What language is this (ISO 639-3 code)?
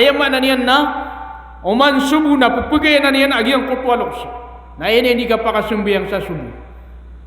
mrw